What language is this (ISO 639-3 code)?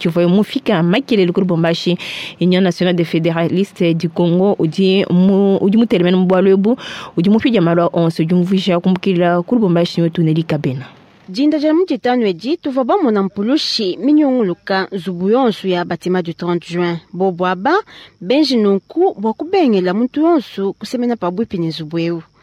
lua